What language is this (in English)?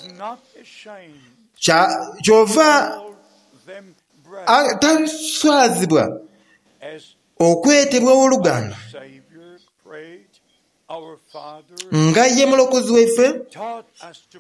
Soga